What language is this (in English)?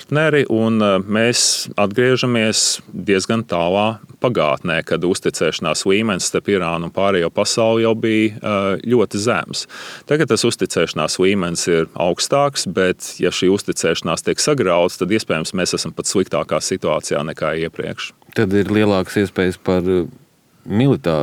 Latvian